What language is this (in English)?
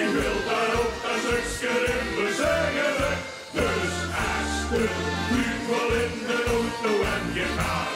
Limburgish